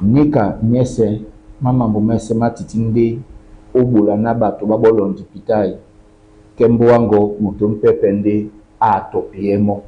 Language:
Duala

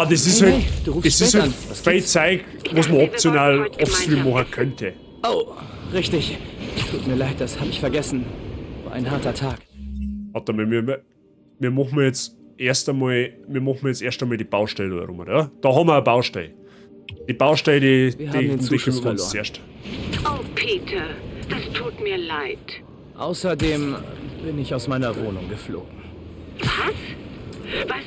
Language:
Bavarian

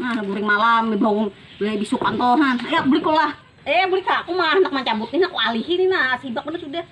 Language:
Banjar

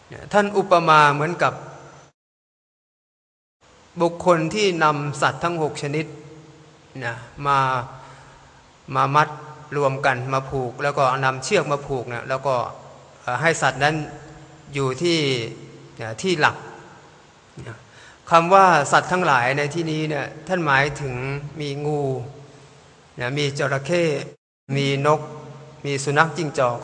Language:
Thai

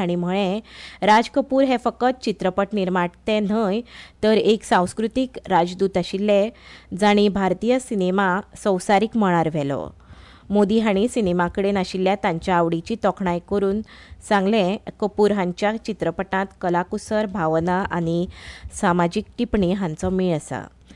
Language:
Konkani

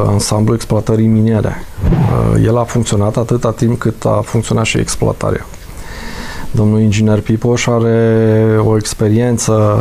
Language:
Romanian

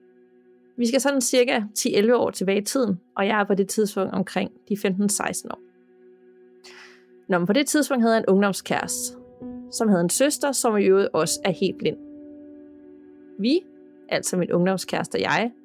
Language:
Danish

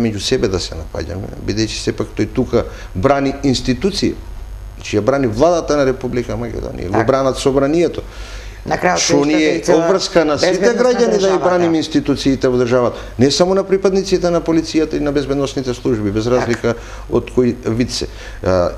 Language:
Macedonian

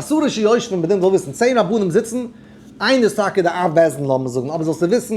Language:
Yiddish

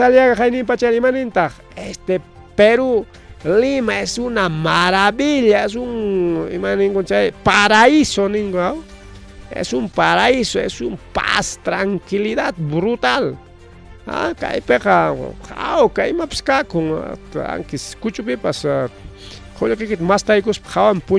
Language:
Ayacucho Quechua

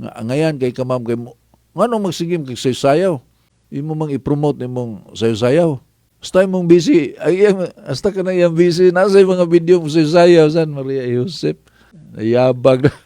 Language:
Cebuano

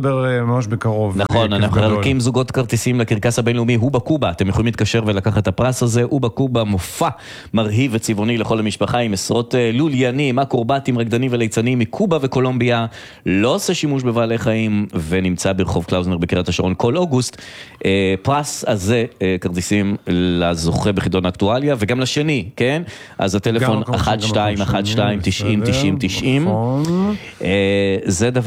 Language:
Hebrew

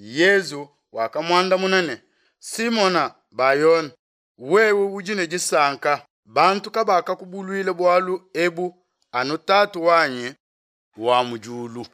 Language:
Luba-Lulua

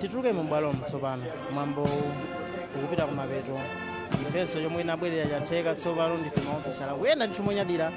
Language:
Nyanja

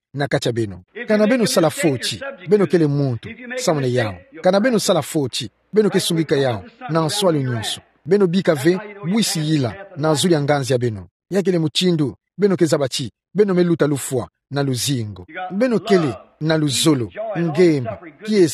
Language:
Kituba (Democratic Republic of Congo)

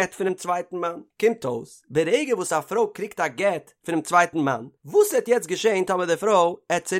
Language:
Yiddish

